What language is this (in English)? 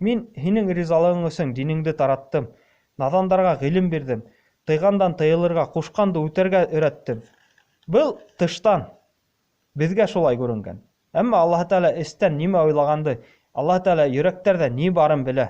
Bashkir